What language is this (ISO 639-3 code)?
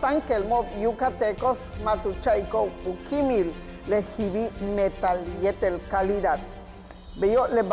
yua